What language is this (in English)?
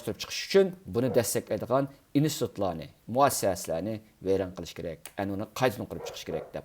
Uyghur